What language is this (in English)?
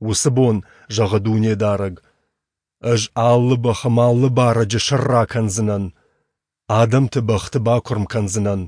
Ossetic